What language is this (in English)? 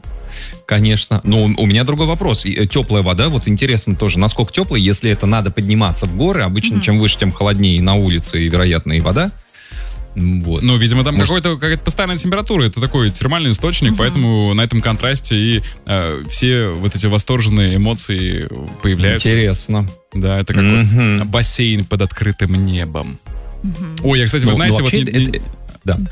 Russian